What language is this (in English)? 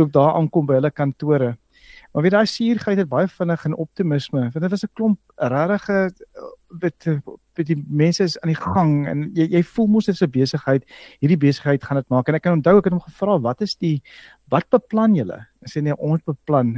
Afrikaans